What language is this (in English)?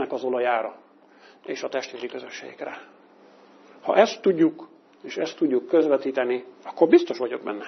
Hungarian